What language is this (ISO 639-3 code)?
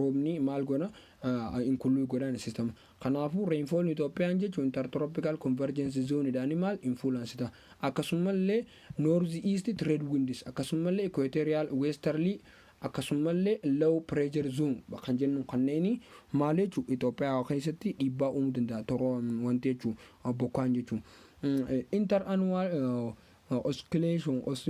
orm